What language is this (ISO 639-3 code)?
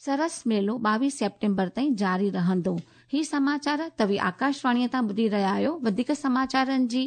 snd